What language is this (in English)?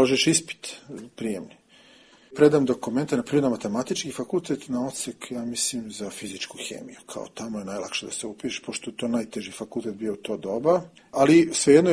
Serbian